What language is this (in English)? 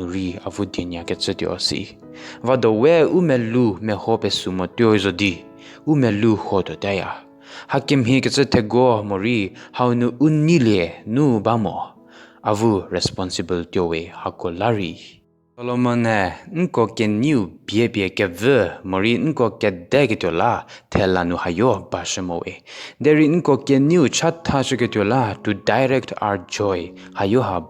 Angami Naga